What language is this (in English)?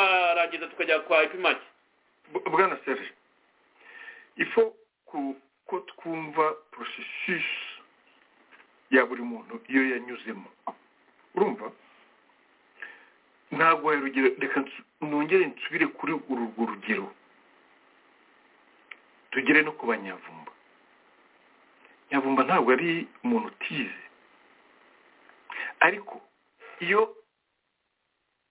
Kinyarwanda